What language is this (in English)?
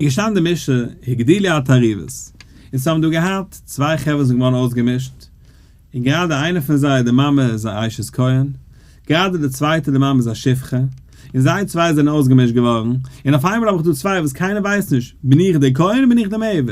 Yiddish